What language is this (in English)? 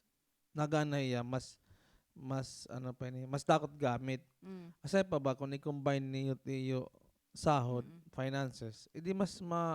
Waray